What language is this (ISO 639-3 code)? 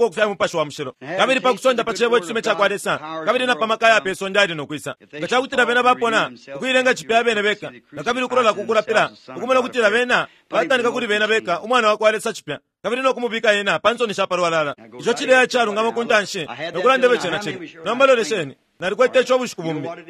bem